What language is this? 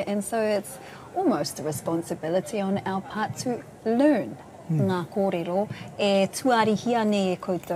Māori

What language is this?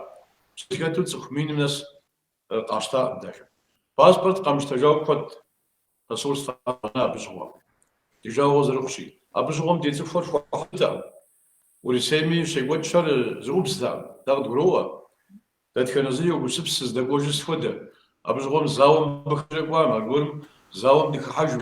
Kabardian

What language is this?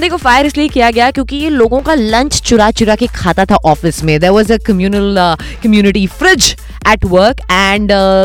Hindi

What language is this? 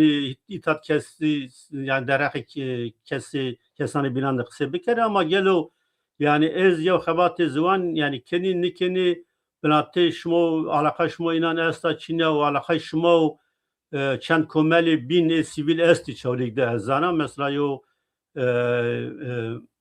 Zaza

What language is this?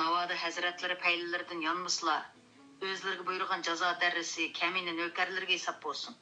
Uyghur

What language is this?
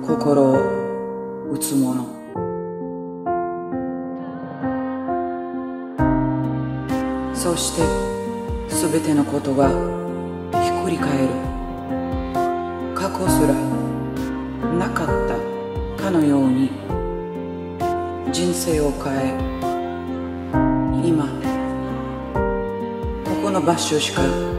Japanese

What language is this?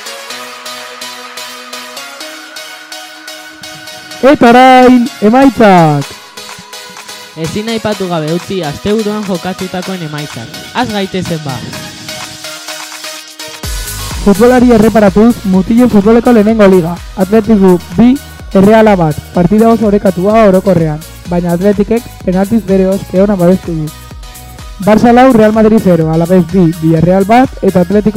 Basque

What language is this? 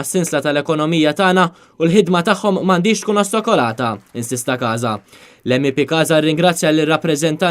Maltese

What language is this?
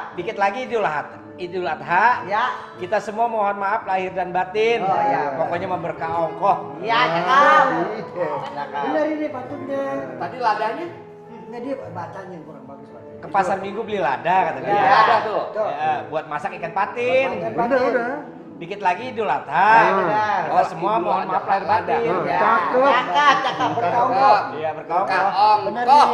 Betawi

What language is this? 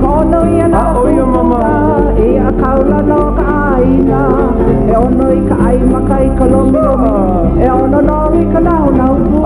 Hawaiian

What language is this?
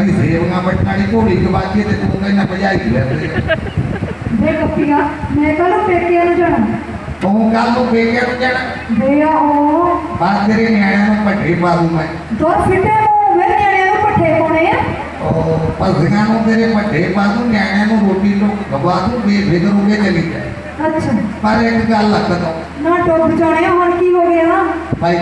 Punjabi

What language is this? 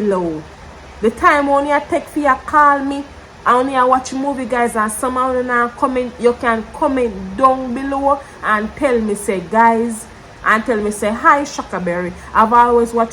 Jamaican Creole English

